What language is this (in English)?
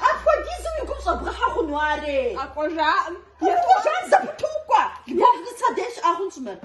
Kabardian